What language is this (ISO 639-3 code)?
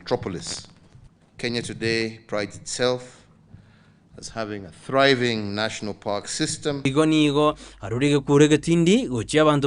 guz